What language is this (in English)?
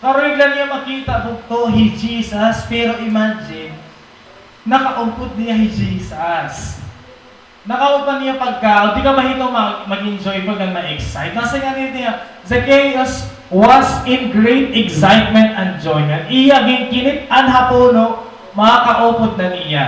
Waray